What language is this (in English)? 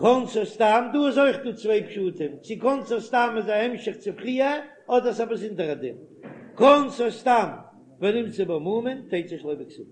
Yiddish